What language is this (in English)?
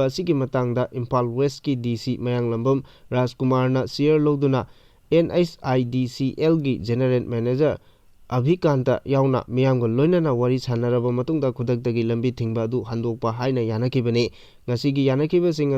Manipuri